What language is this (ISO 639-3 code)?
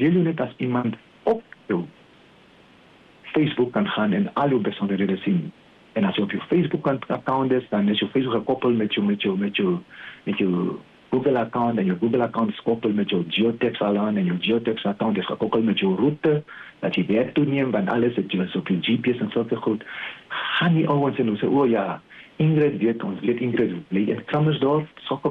afr